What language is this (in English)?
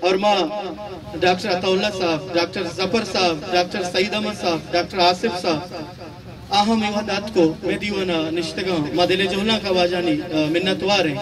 Eastern Balochi